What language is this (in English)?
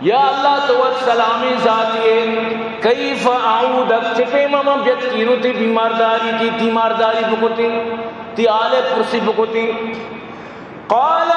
Eastern Balochi